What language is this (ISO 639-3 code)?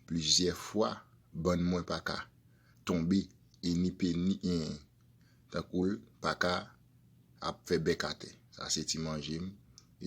hat